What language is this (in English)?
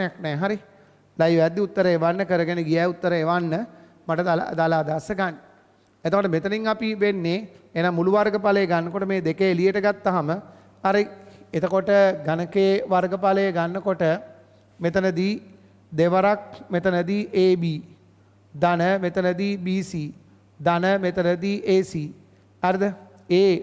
Sinhala